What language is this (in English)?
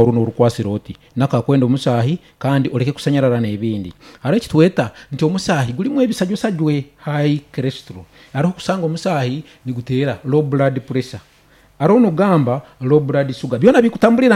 Nyoro